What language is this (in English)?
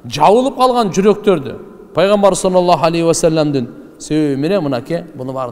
Kyrgyz